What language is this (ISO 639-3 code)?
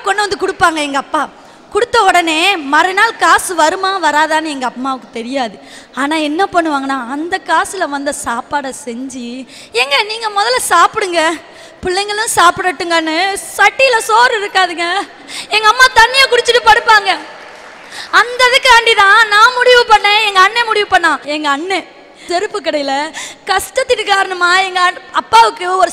tam